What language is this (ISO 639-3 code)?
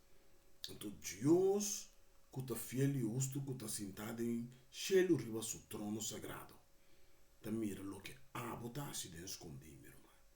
pap